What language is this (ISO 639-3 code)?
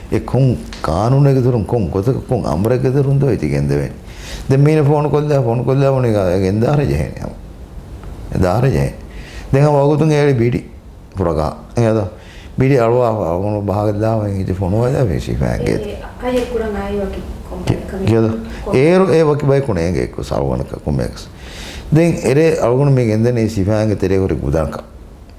div